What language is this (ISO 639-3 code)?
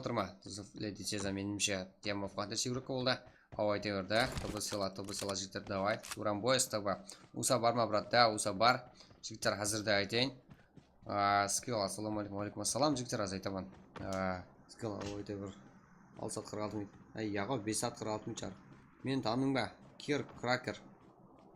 kaa